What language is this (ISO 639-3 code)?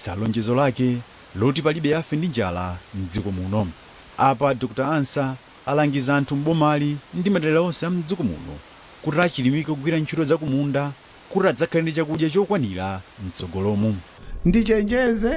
nya